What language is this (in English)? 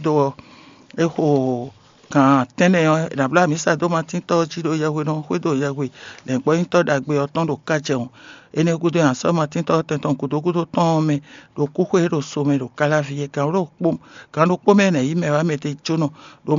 Fon